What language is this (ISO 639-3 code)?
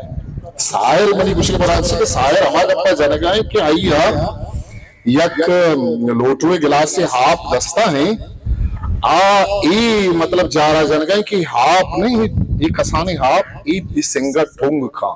bal